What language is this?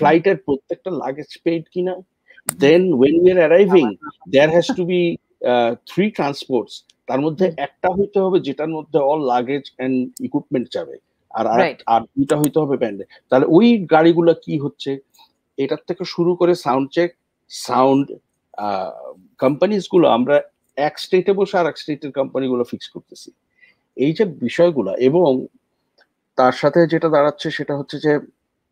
Bangla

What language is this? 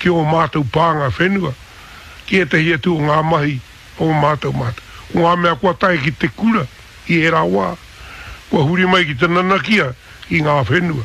Māori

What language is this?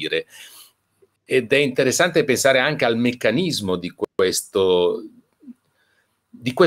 Italian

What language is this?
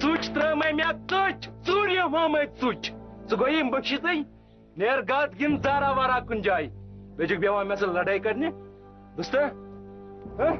Kashmiri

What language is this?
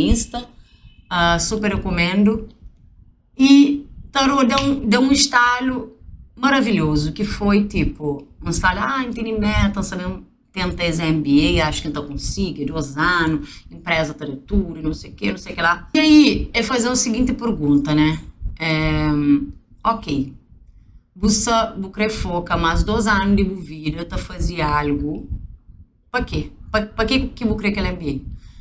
Kabuverdianu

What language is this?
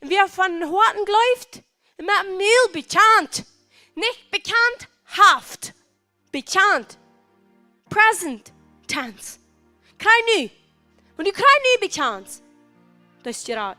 Plautdietsch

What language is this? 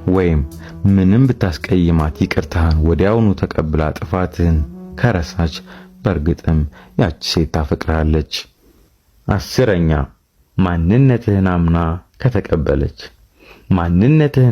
Amharic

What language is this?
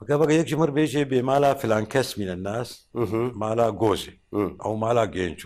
Kurdish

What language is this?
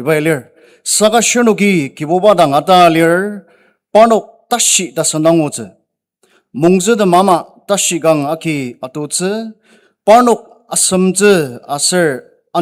Ao Naga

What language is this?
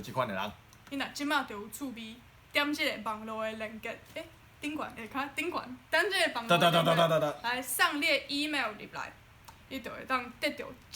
Min Nan Chinese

